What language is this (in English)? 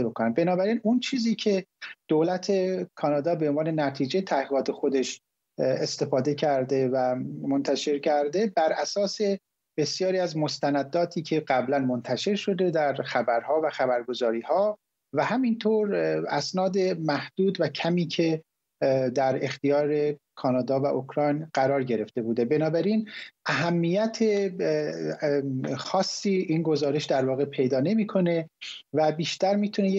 Persian